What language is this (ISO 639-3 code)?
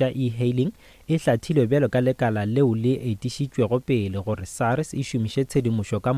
nso